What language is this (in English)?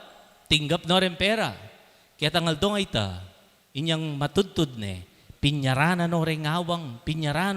Pampanga